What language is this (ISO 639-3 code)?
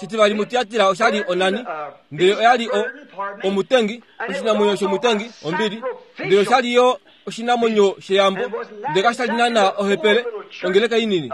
kua